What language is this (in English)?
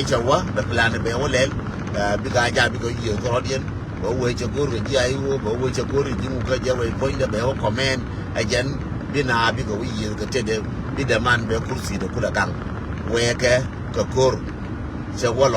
Nuer